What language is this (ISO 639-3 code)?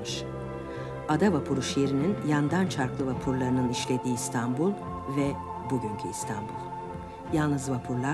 tur